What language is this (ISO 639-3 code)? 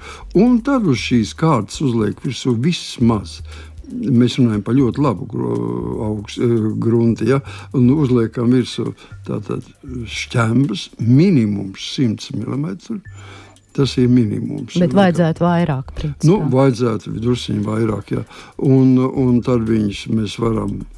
lav